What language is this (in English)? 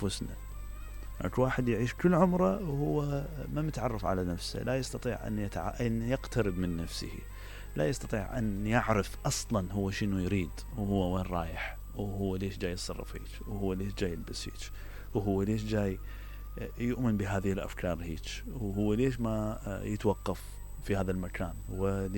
Mesopotamian Arabic